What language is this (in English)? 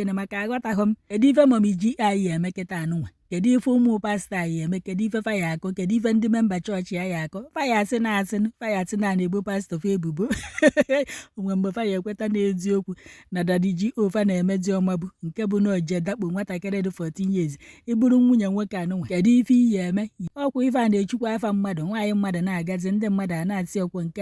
Igbo